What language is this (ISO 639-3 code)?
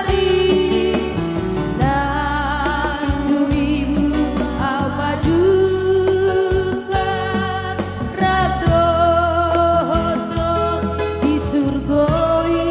bbc